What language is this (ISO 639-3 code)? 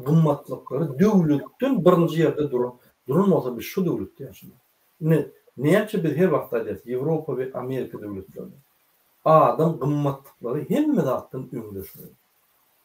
tuk